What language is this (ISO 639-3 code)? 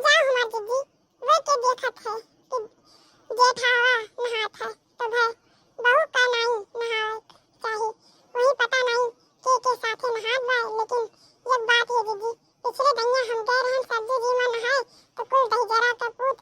awa